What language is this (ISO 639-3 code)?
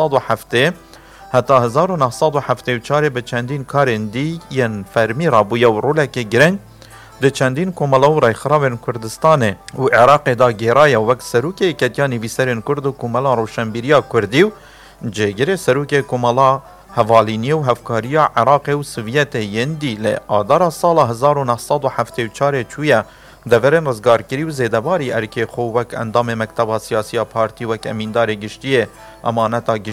kur